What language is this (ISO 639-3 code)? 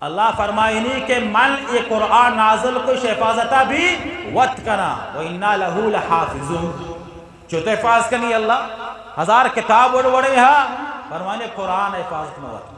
bgp